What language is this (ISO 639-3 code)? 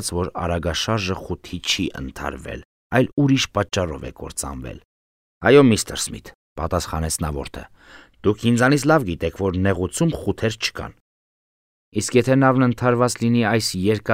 hye